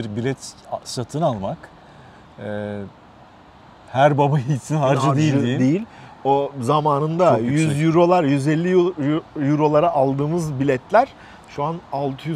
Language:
Turkish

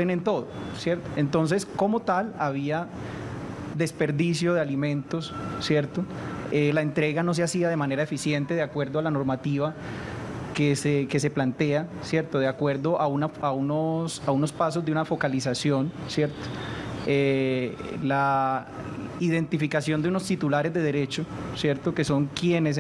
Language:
Spanish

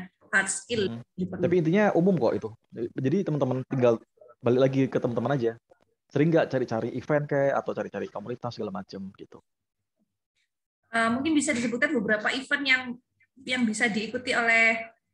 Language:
Indonesian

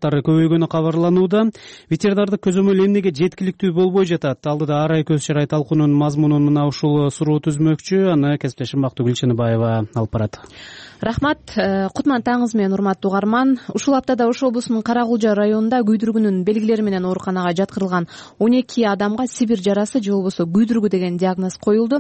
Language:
Kyrgyz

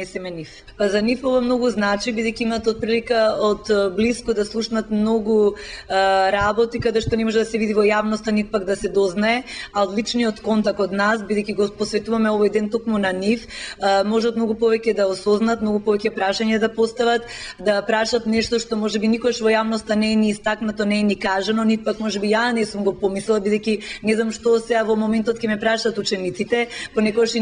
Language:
Macedonian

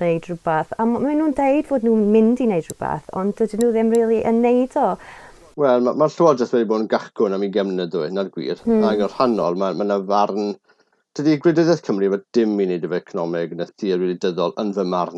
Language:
Welsh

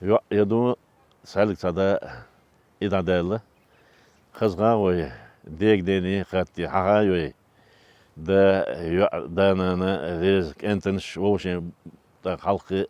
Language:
Chechen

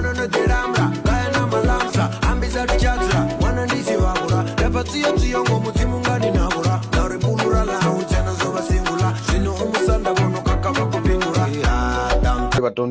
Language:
Venda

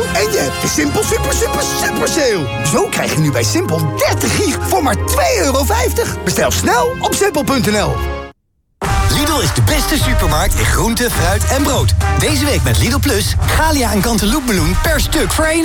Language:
Dutch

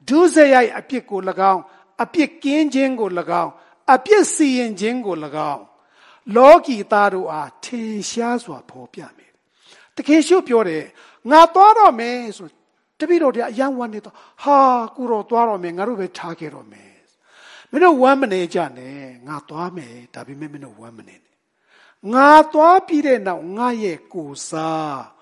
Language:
Burmese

